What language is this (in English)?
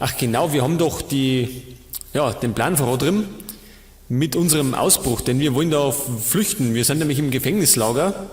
Bavarian